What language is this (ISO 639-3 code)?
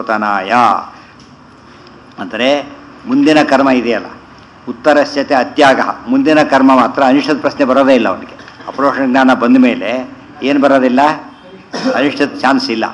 kan